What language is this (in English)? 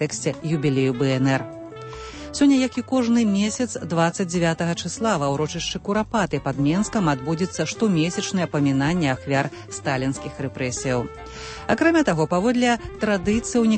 Belarusian